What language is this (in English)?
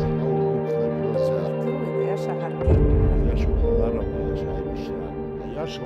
Abkhazian